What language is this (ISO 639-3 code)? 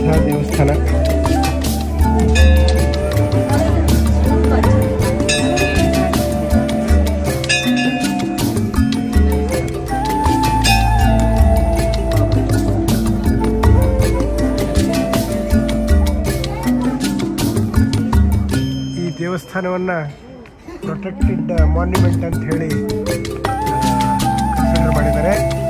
kan